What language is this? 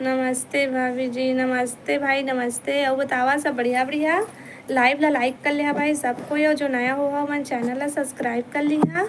Chhattisgarhi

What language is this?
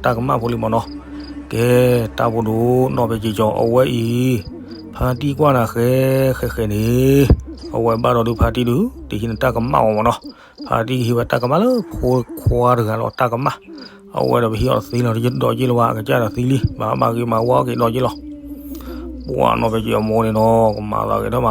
S'gaw Karen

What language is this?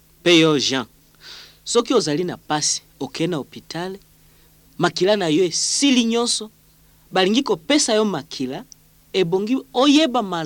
Lingala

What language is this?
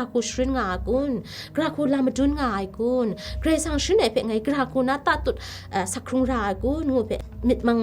Kachin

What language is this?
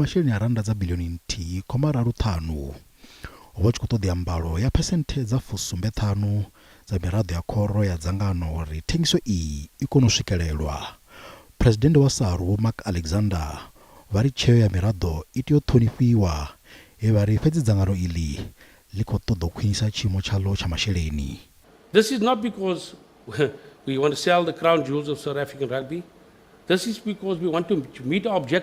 Venda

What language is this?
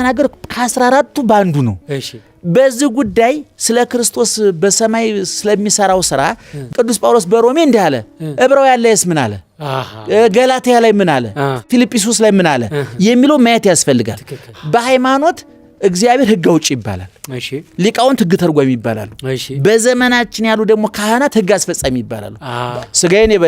Amharic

